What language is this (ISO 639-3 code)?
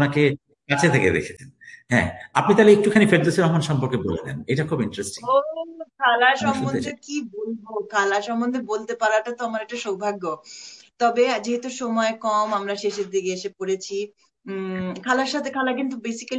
ben